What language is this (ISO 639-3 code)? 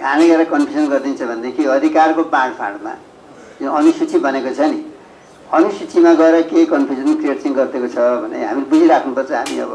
nep